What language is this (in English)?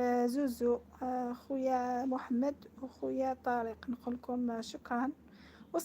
Algerian Arabic